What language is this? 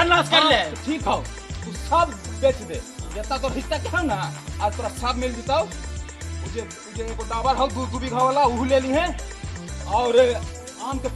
Magahi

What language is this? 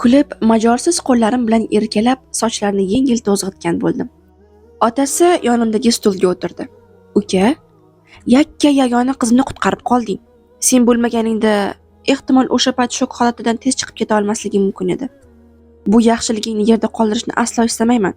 Uzbek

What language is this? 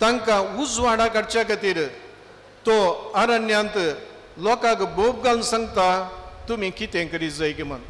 Konkani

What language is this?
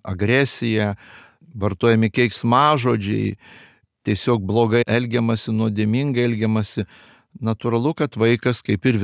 Lithuanian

